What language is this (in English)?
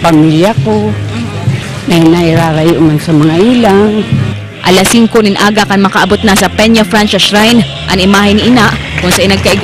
Bikol